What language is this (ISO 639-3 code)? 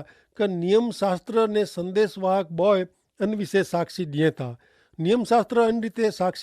kfr